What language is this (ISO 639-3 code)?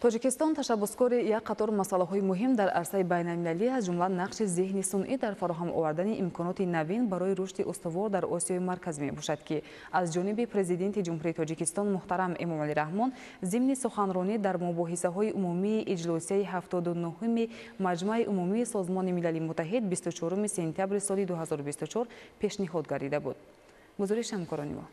tgk